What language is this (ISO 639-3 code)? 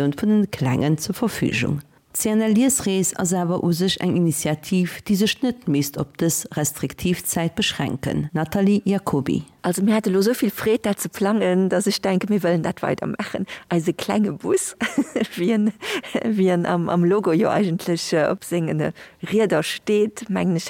ltz